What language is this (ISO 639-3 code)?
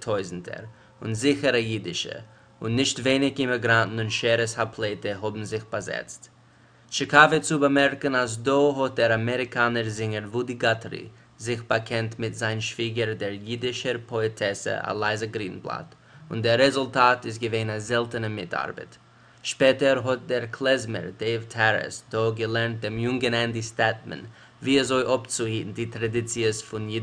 yid